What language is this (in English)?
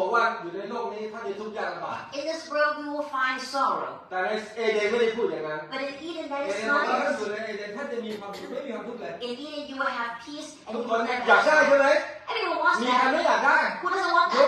Thai